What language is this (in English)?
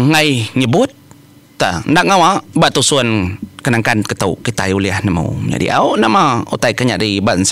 Iban